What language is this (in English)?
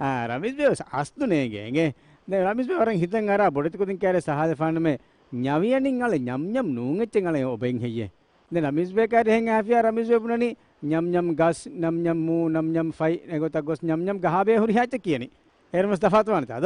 Divehi